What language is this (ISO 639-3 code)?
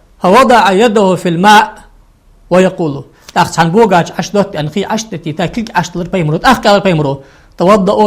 inh